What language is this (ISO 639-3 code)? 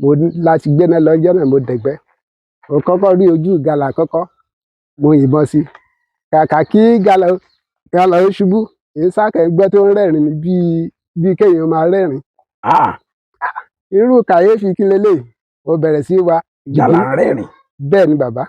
yor